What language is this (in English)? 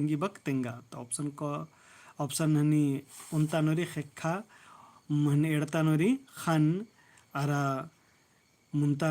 Kurukh